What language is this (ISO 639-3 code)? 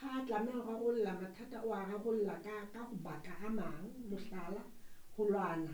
sot